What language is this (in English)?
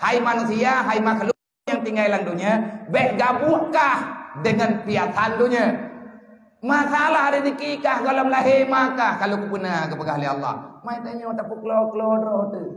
Achinese